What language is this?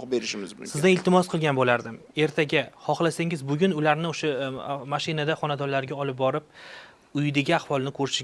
Uzbek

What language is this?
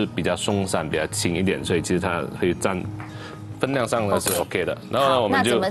Chinese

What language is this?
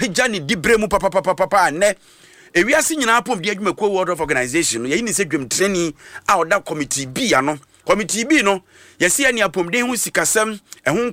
Akan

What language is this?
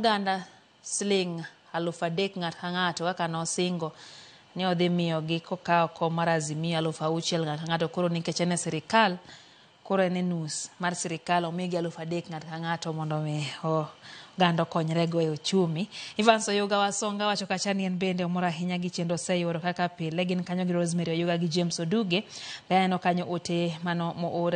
Luo (Kenya and Tanzania)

